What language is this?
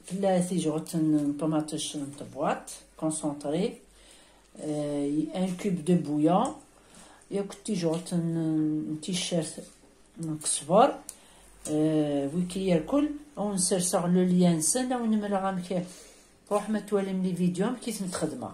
Kabyle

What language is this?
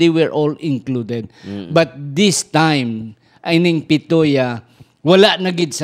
Hiligaynon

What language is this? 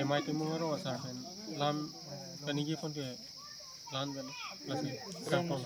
Karbi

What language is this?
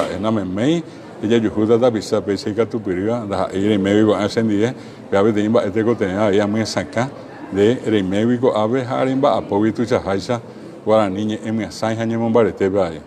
Guarani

